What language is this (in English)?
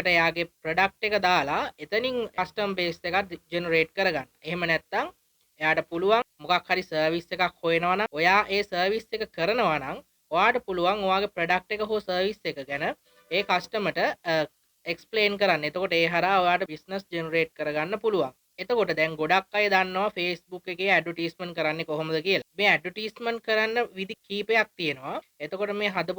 Sinhala